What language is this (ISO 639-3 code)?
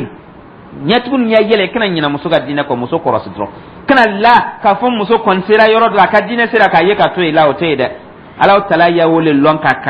dyu